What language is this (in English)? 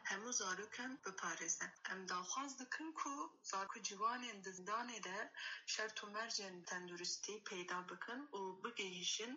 Kurdish